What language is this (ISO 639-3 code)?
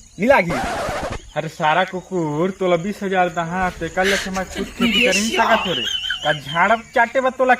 hne